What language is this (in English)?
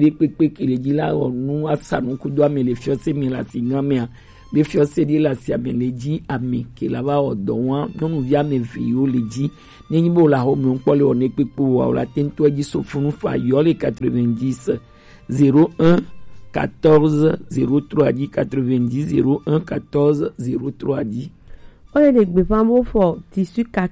Gen